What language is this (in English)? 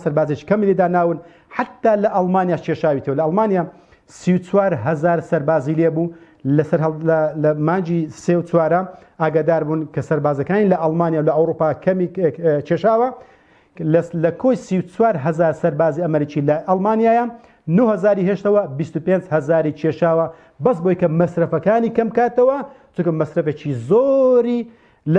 Central Kurdish